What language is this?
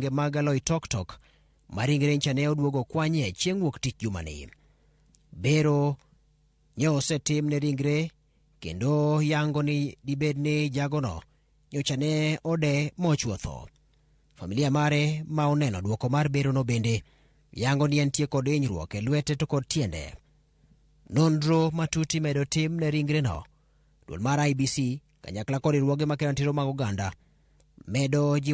Luo (Kenya and Tanzania)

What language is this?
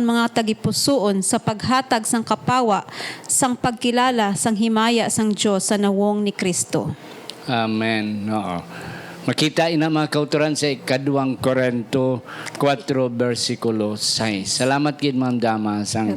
Hiligaynon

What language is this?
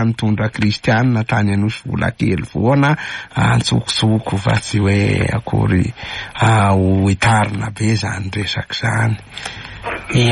Malagasy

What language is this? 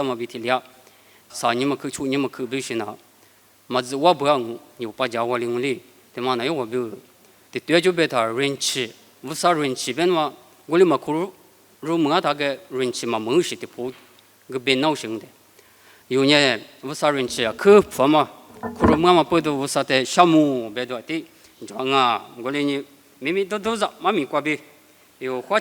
Lisu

